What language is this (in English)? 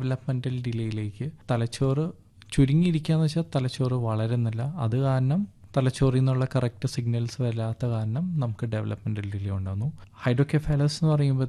Malayalam